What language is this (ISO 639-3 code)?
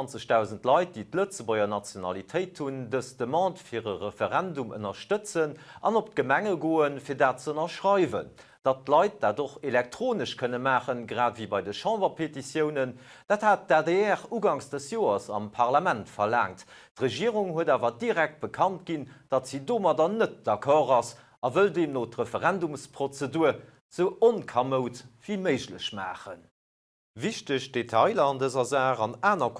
ltz